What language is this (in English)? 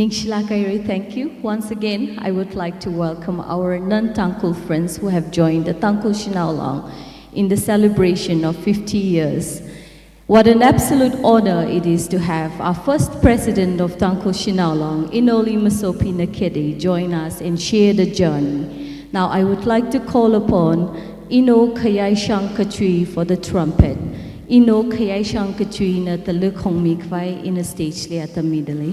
Tangkhul Naga (India)